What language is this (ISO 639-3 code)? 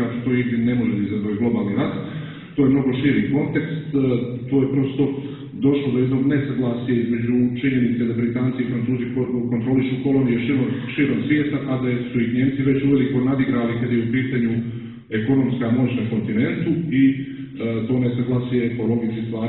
srp